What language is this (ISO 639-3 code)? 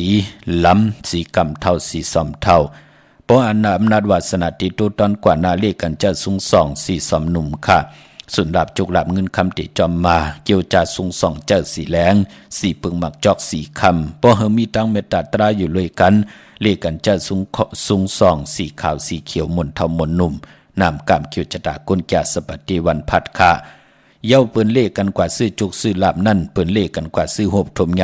shn